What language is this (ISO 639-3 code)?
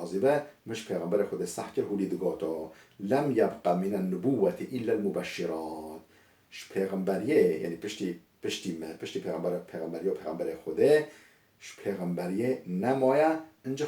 kur